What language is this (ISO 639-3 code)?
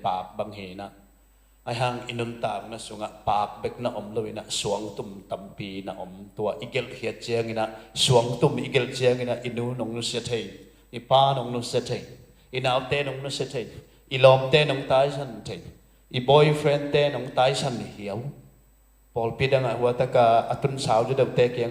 ctd